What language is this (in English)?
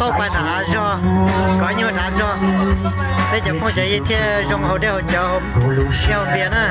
Hmong